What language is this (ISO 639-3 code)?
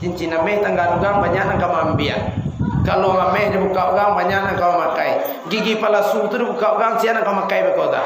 min